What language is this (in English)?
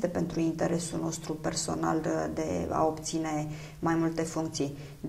Romanian